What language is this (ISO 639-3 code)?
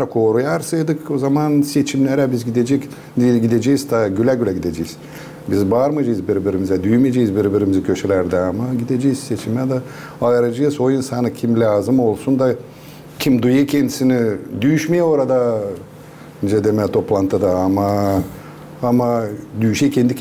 gag